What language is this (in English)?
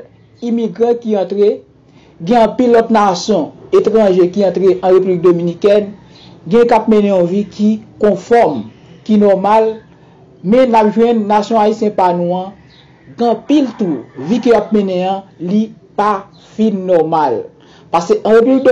Haitian Creole